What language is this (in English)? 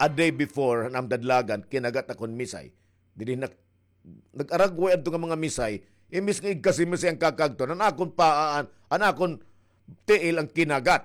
Waray